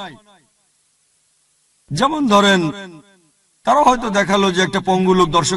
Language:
Bangla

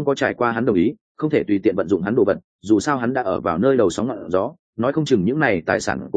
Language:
Vietnamese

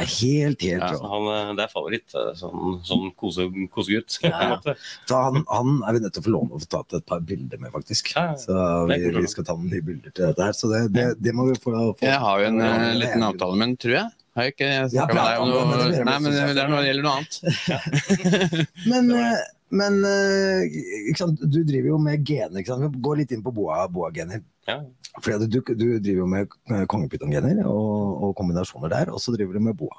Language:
Norwegian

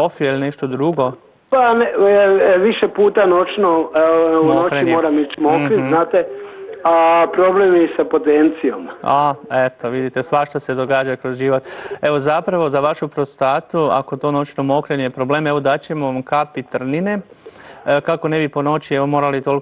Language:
Croatian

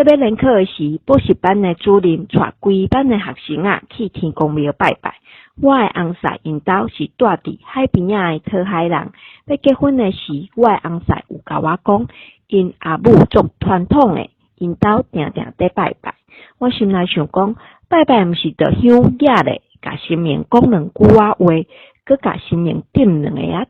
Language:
Min Nan Chinese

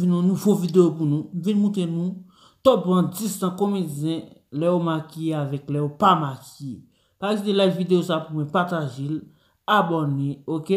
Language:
Haitian Creole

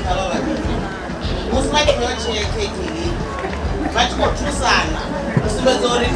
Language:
Venda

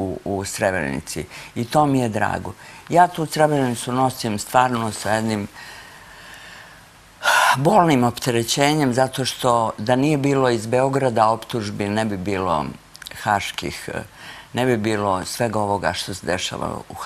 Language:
Serbian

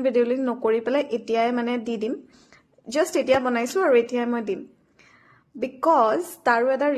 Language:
Assamese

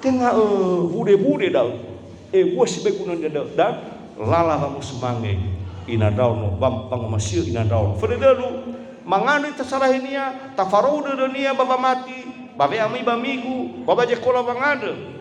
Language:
Nias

